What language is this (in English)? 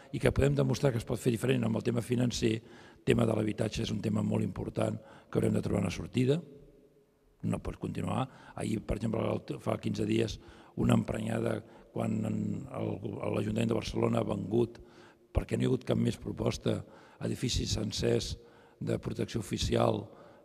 Catalan